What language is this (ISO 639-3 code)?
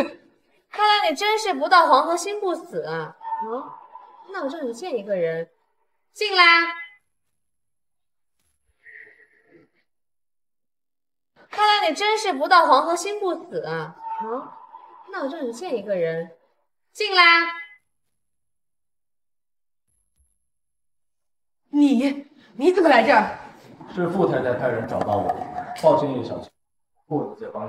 zho